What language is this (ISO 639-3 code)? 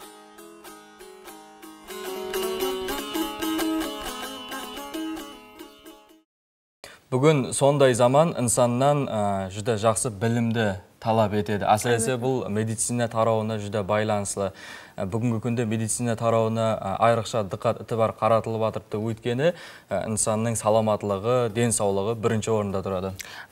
kaa